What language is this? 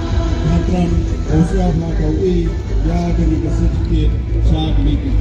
Khasi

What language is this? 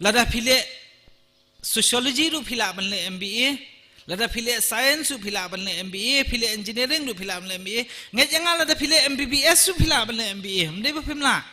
Khasi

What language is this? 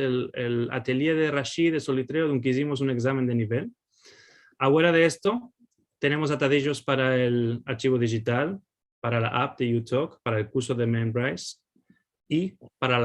Ladino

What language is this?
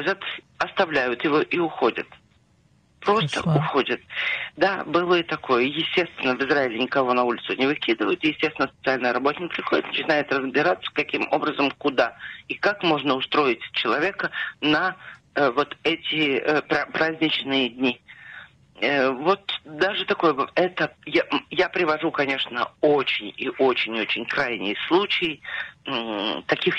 Russian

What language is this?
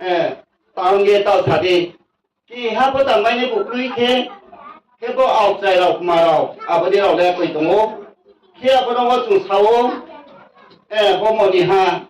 Riang (India)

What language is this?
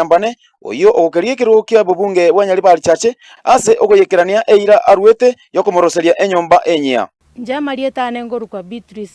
Gusii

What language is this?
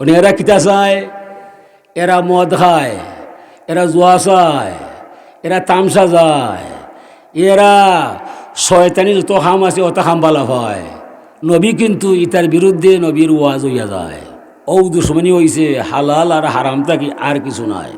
Sylheti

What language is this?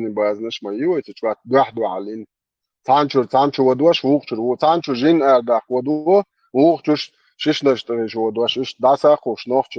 Chechen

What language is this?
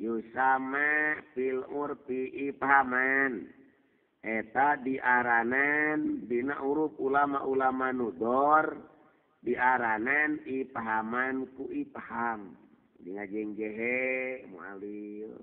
Sundanese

